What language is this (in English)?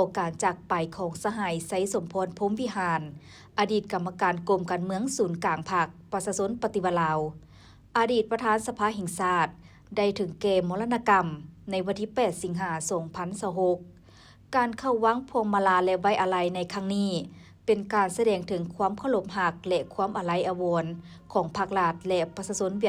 Lao